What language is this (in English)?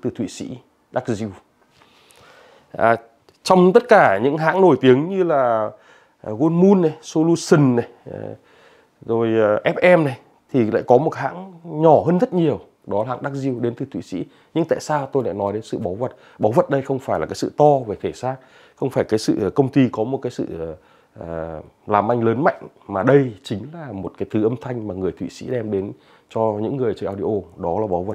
Vietnamese